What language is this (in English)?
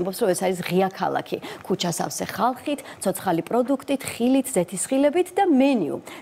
Georgian